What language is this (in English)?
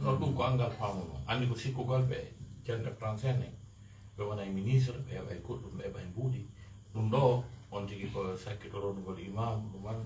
Fula